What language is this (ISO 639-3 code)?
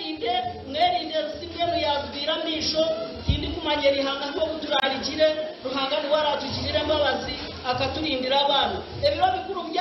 nyn